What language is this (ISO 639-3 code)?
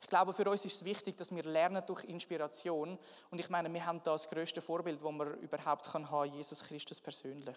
gsw